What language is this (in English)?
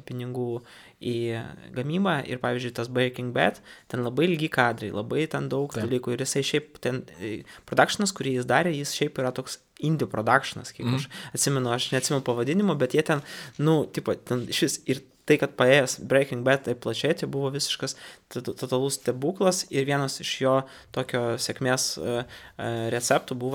Lithuanian